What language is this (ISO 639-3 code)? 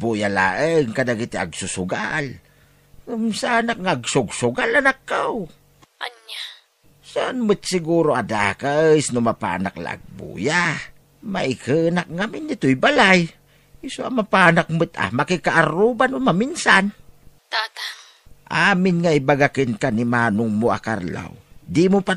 ilo